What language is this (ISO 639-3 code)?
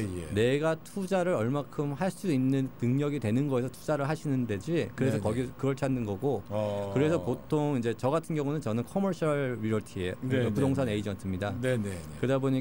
kor